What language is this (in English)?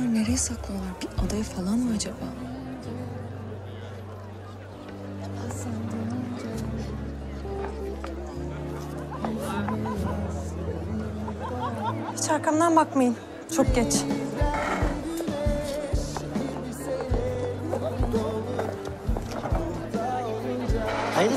Turkish